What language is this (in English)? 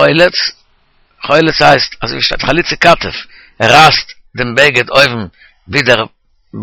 Yiddish